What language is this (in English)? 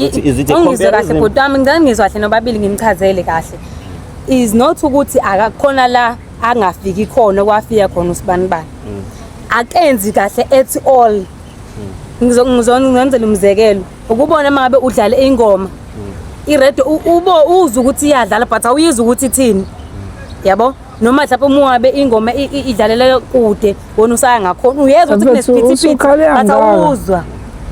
Zulu